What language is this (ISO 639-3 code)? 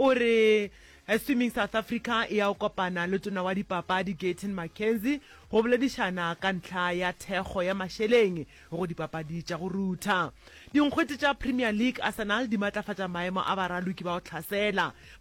nso